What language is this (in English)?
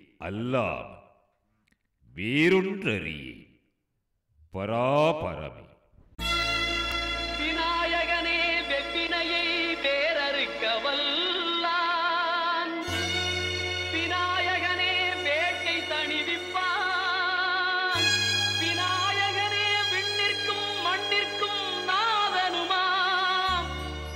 Tamil